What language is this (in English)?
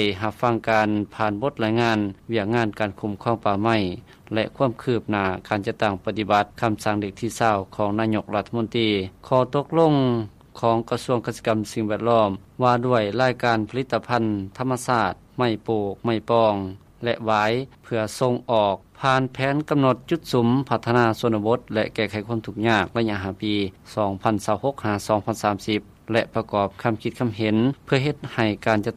Lao